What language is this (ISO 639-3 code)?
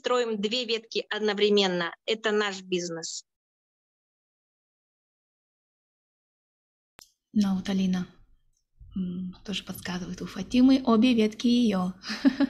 rus